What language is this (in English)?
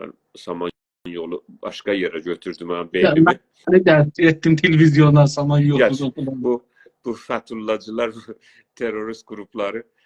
South Azerbaijani